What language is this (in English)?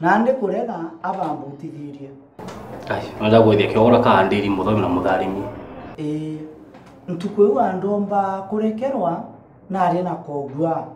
Meru